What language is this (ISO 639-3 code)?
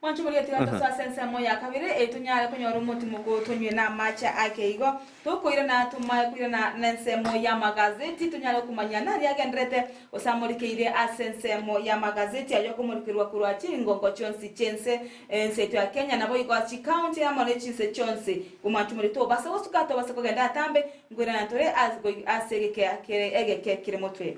guz